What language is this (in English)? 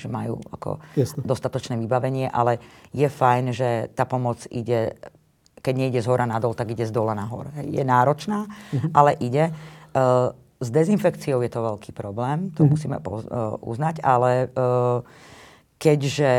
Slovak